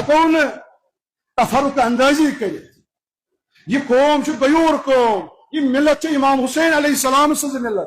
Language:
Kashmiri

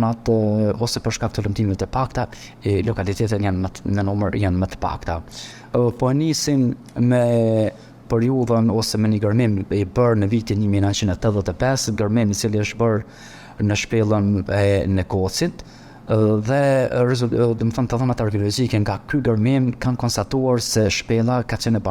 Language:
Albanian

